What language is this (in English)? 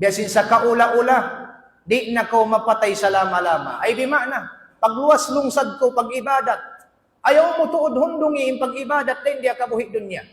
Tausug